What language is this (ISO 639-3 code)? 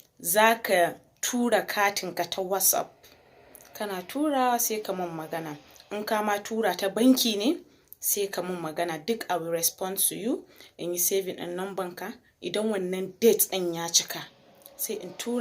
hau